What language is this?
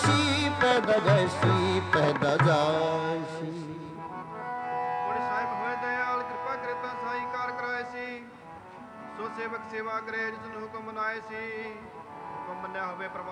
Punjabi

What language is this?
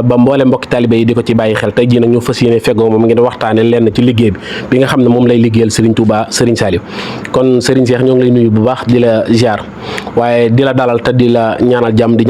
Wolof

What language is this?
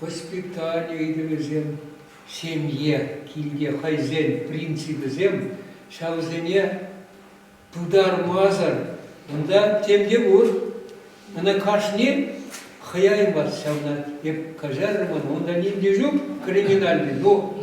Chuvash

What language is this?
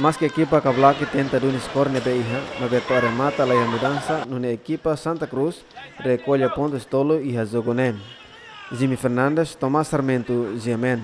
Tetum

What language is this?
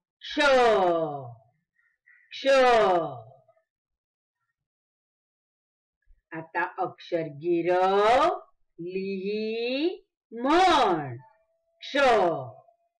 Marathi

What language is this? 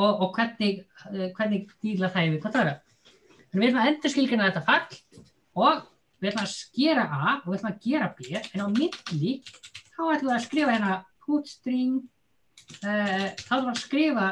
Icelandic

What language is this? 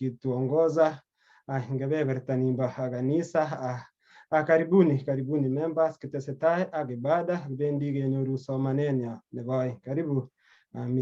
Kalenjin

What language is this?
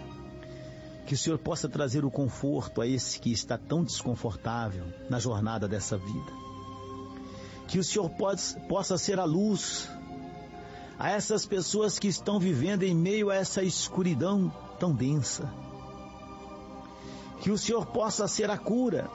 Portuguese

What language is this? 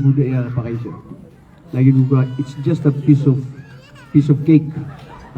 Maranao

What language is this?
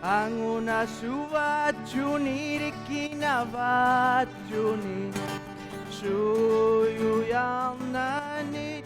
Inuktitut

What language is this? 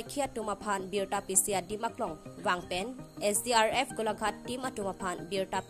Karbi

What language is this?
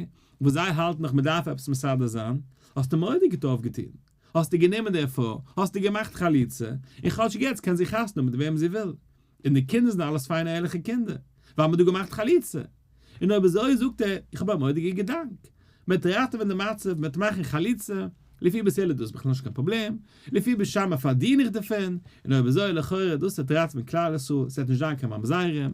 Yiddish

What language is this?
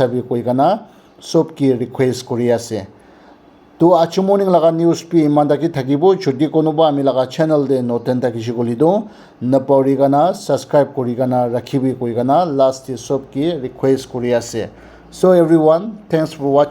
Naga Pidgin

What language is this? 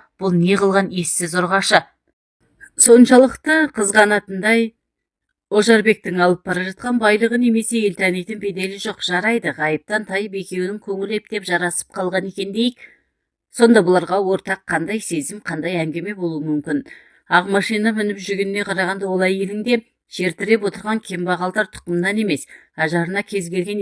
Kazakh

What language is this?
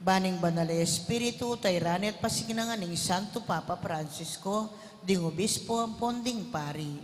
Pampanga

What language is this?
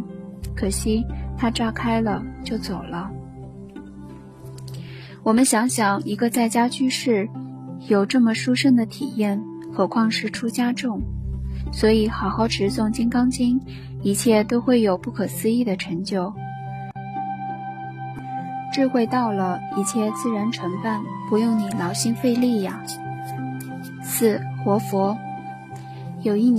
Chinese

